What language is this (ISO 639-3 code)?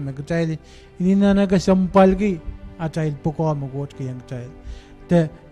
pon